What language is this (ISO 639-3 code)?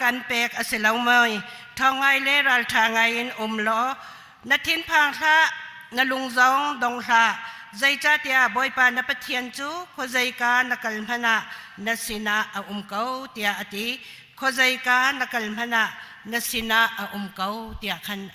cnh